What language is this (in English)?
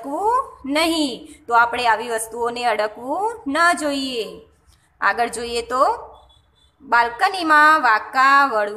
Gujarati